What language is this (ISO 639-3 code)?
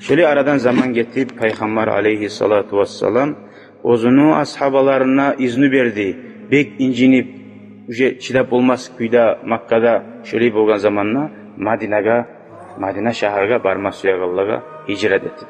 kum